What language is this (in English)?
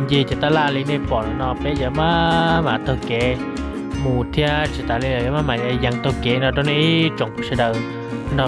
Hmong